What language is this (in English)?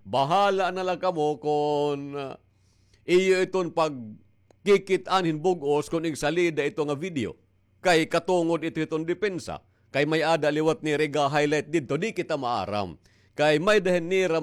Waray